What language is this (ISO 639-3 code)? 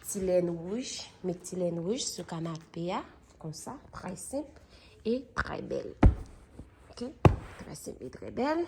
hat